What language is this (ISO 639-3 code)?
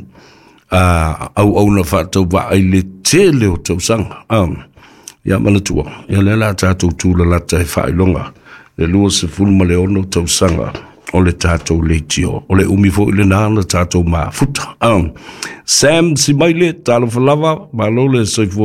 smo